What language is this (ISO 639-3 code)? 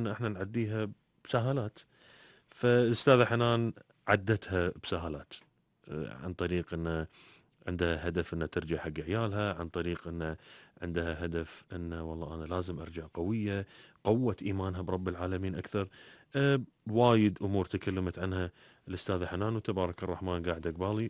afb